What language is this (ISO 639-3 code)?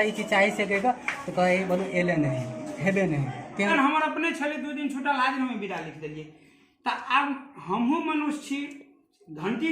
mai